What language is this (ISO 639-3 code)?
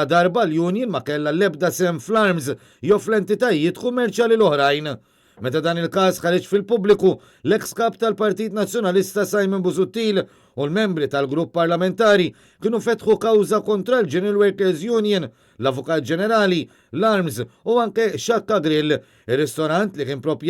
mlt